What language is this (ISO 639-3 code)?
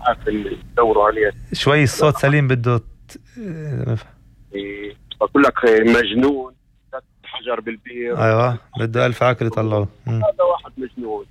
apc